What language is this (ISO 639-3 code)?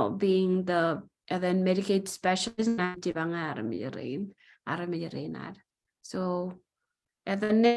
mah